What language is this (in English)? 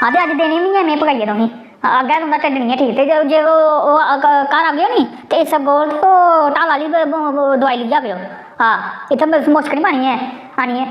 Dogri